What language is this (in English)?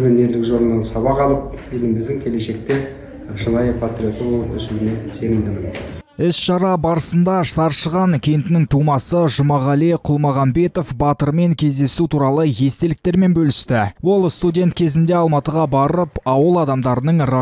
Kazakh